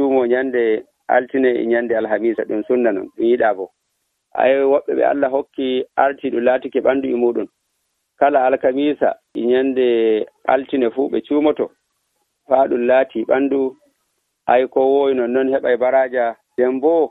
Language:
Nigerian Fulfulde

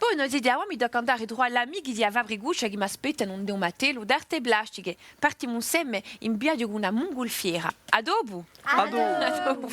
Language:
Corsican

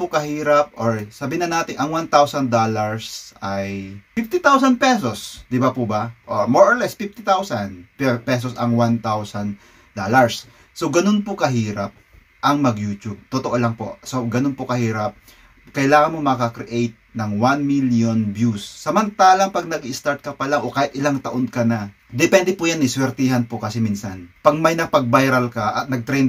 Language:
Filipino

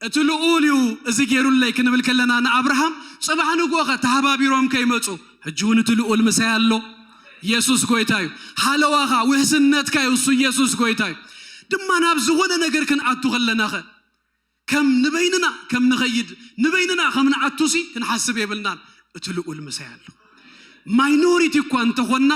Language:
Tigrinya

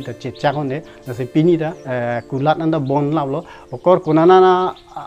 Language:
Karbi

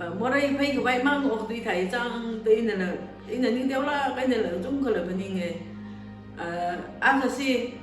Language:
Tangkhul Naga (India)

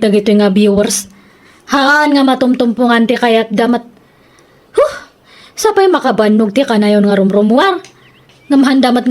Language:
Iloko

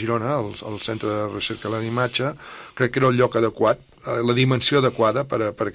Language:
Catalan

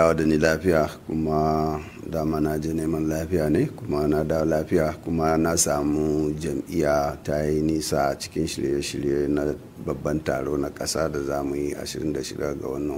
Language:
Hausa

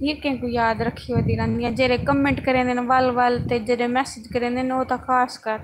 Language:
Saraiki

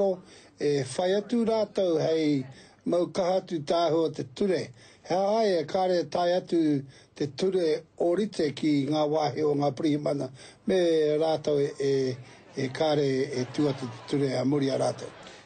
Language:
Māori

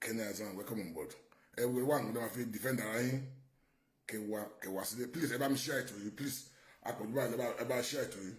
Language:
Yoruba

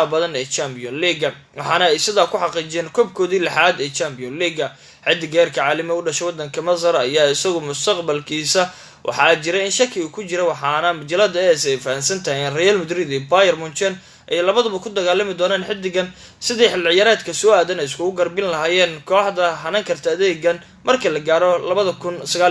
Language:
Somali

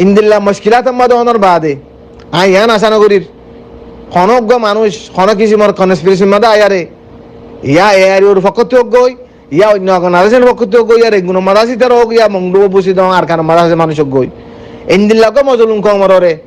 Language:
Rohingya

